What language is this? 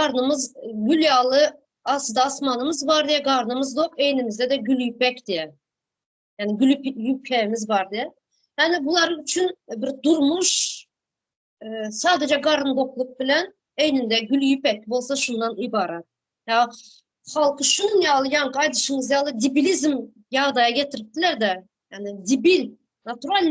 Turkmen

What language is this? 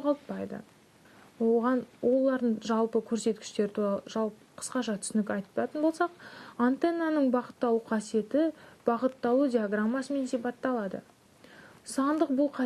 Kazakh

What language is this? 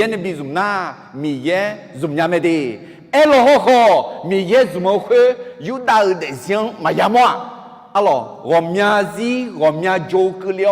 Akha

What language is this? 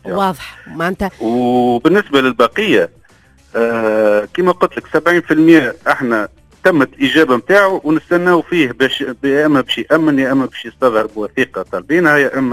Tunisian Arabic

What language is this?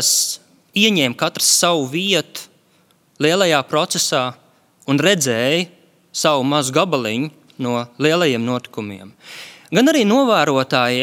Latvian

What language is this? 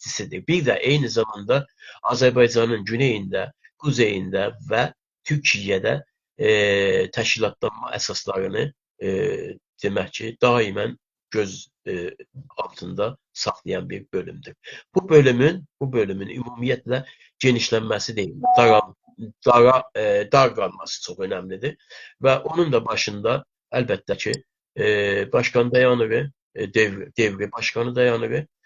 South Azerbaijani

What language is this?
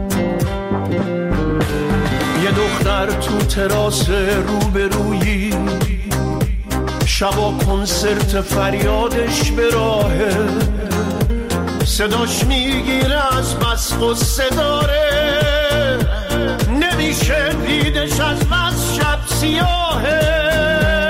Persian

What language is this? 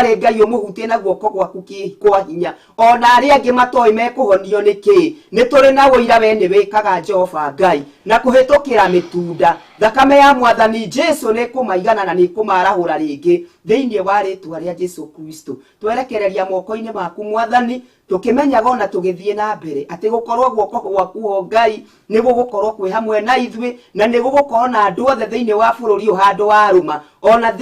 Kikuyu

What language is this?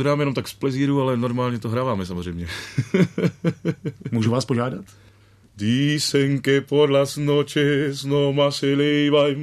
Czech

